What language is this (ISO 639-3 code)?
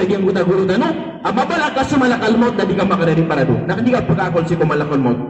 mrw